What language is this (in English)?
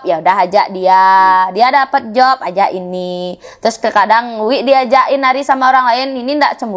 Balinese